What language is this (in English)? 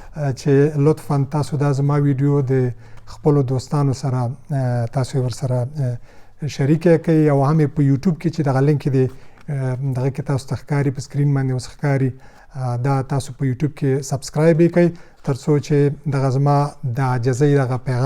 Pashto